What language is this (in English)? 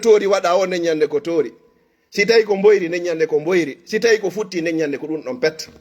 Fula